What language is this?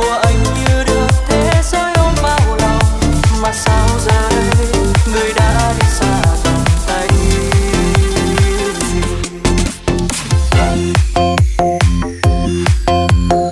Vietnamese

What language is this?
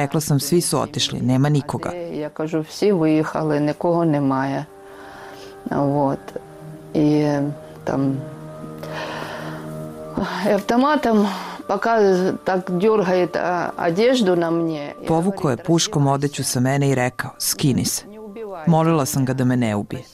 Bosnian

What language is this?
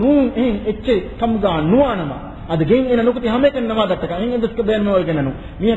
Divehi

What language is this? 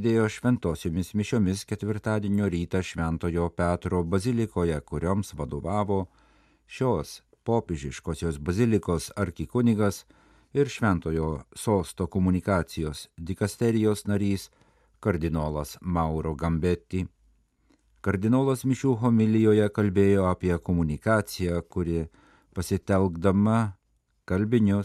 Lithuanian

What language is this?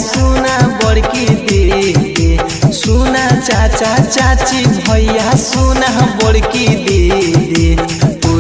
Bhojpuri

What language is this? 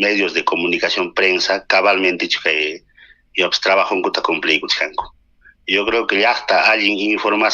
Ayacucho Quechua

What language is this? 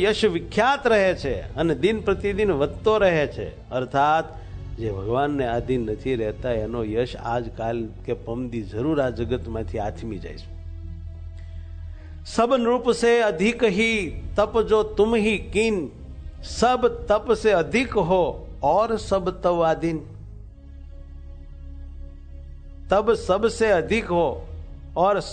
Gujarati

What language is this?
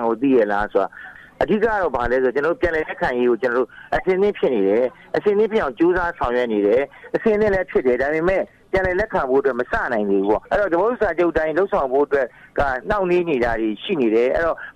Burmese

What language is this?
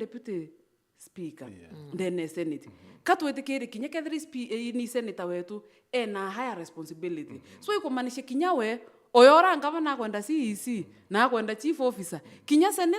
Meru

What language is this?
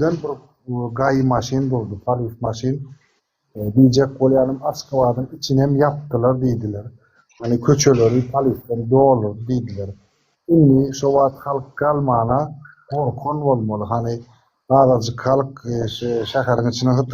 Turkmen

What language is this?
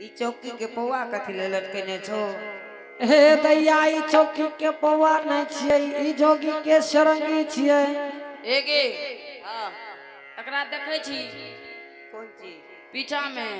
Angika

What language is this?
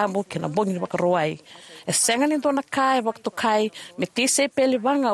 Fijian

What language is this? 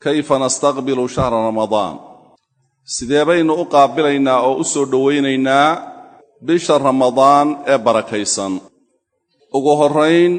Somali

